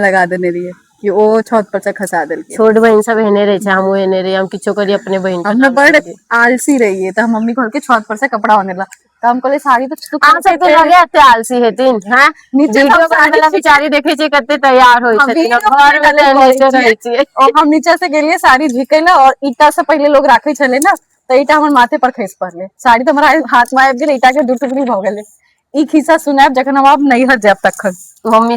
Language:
Maithili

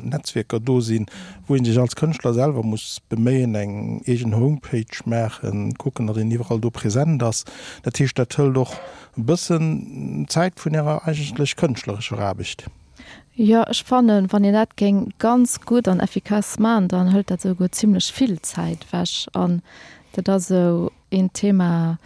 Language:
Luxembourgish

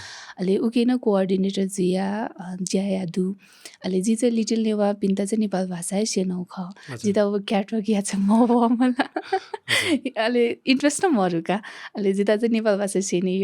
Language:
Newari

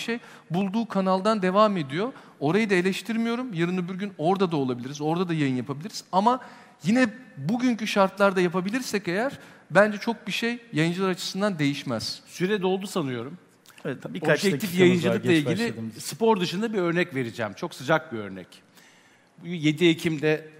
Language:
Turkish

